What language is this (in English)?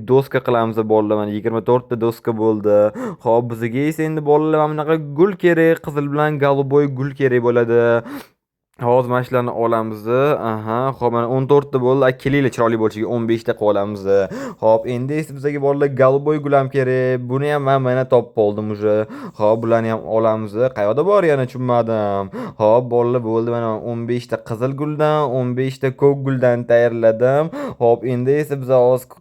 Uzbek